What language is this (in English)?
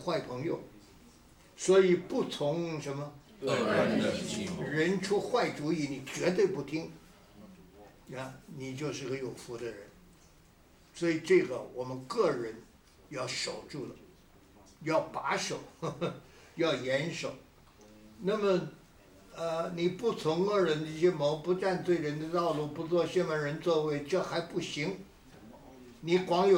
Chinese